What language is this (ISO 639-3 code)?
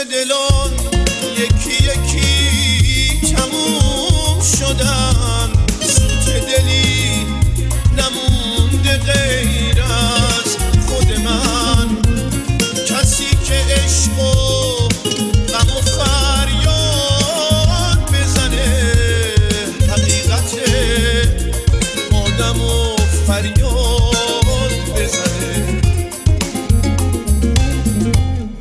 fas